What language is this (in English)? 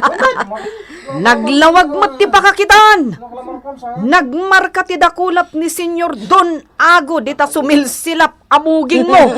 Iloko